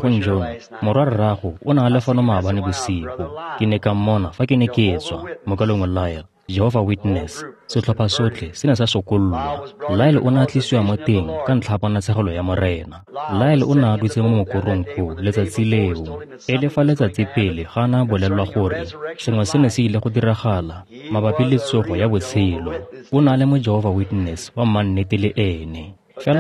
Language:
Tswana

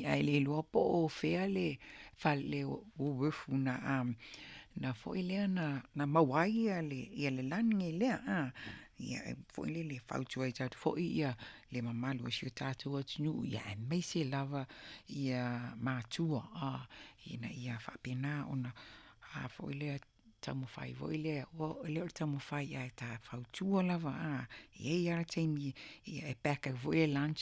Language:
Samoan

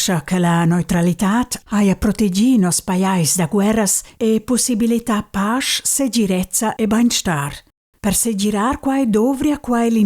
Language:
Romansh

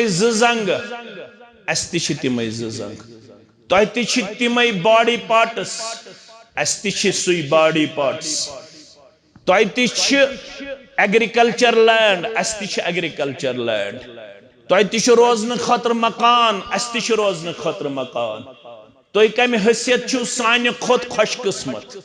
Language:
Kashmiri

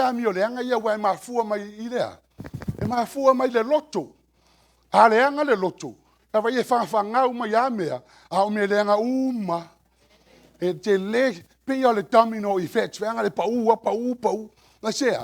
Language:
Samoan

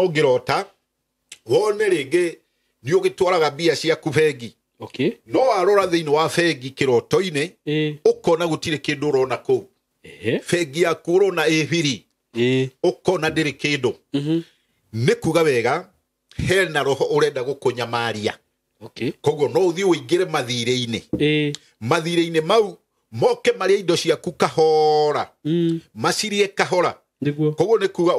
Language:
Kikuyu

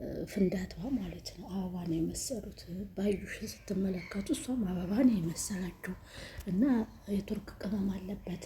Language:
Amharic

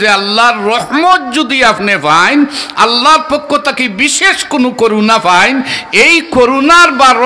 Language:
Sylheti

